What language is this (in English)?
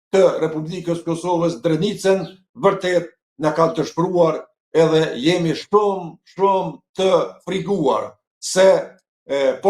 Albanian